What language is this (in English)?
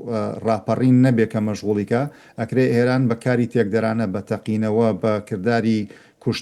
Central Kurdish